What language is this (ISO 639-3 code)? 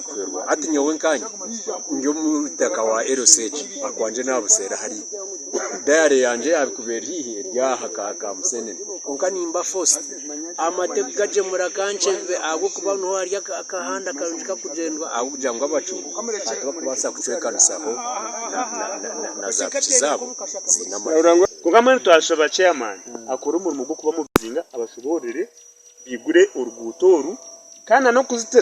nyn